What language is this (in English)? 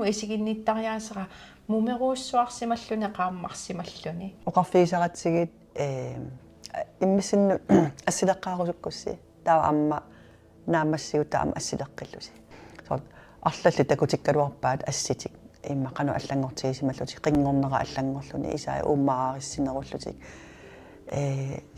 Kalaallisut